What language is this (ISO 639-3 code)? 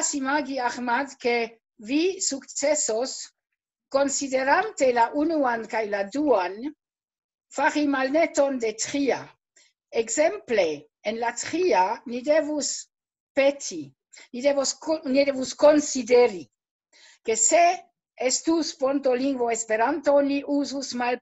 epo